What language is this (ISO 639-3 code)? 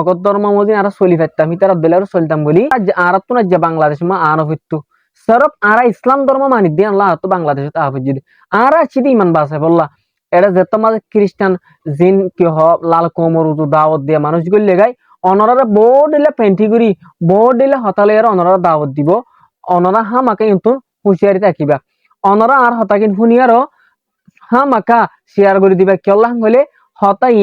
rhg